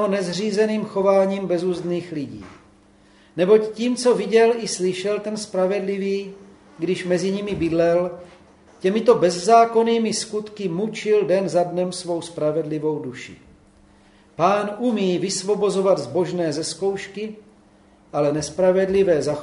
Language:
Czech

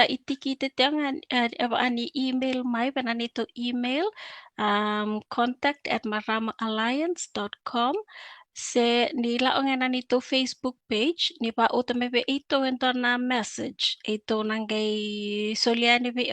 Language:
Fijian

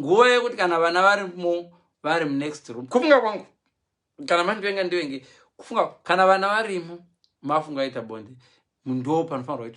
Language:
Shona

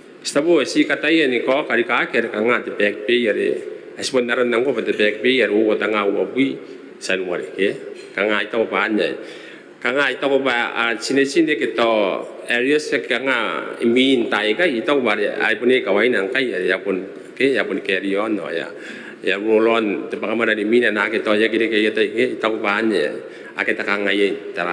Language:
Gilbertese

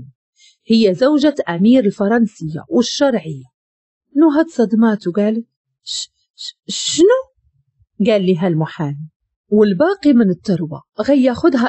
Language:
Moroccan Arabic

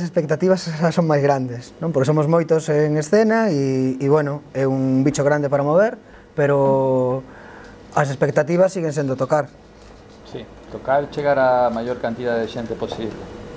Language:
Galician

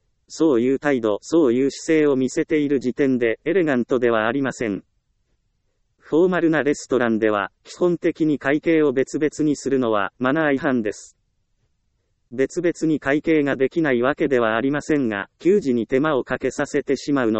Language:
Japanese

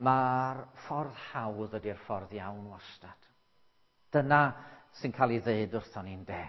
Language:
Welsh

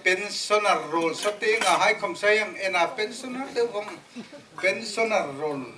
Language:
Hmar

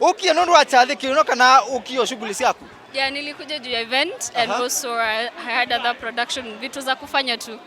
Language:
Kamba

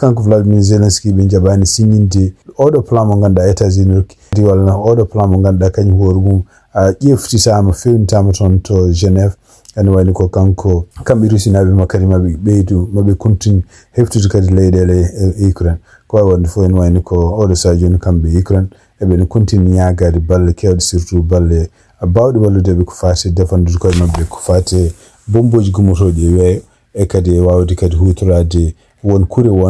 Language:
Fula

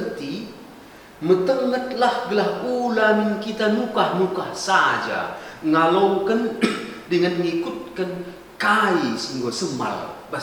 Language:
Batak Karo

